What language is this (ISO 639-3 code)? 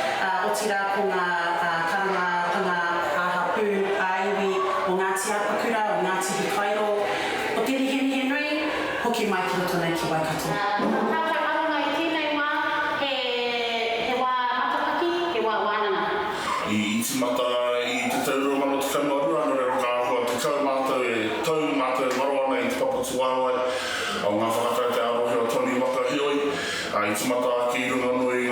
mri